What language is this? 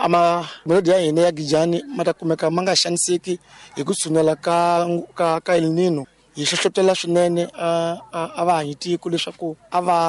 Tsonga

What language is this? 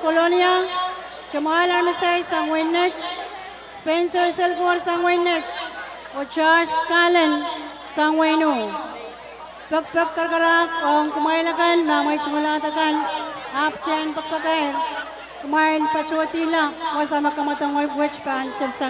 Pohnpeian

